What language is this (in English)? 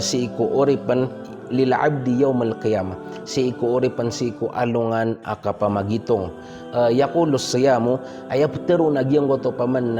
Maranao